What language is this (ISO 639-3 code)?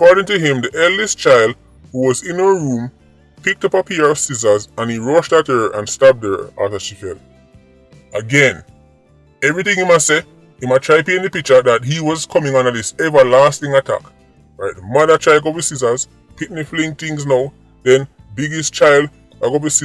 jam